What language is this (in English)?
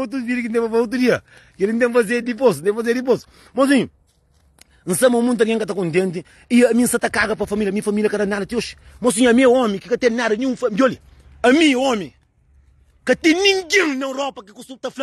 Kabuverdianu